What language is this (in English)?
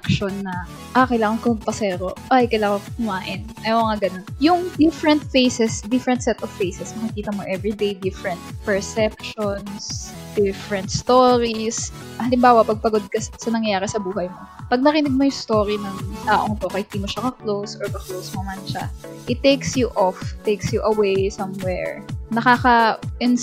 Filipino